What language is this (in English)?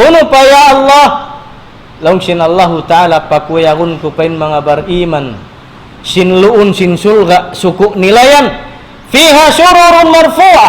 Tausug